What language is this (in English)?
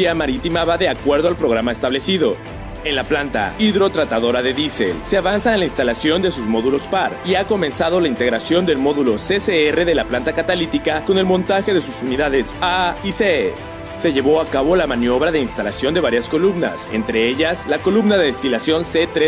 Spanish